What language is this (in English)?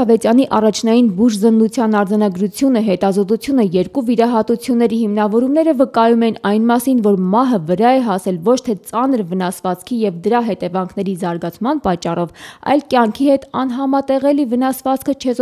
Armenian